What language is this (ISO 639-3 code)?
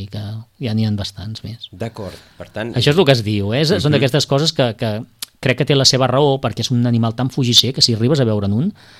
cat